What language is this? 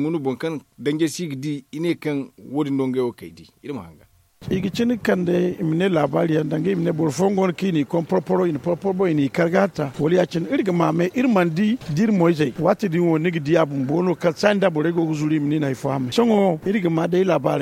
Zarma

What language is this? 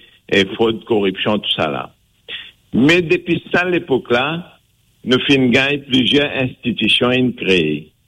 Morisyen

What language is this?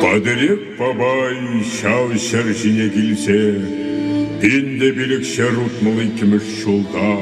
Chuvash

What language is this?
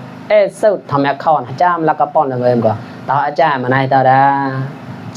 Mon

